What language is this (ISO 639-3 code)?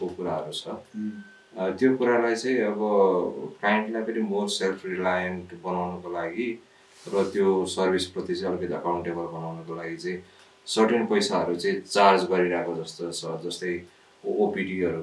nep